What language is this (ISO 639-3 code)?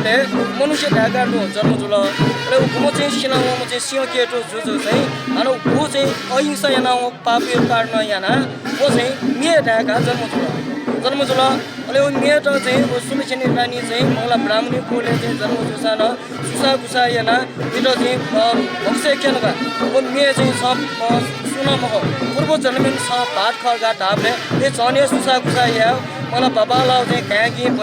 new